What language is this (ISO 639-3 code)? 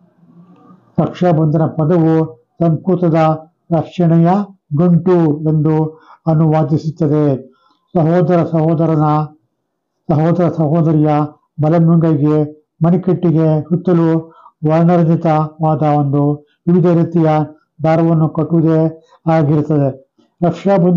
kan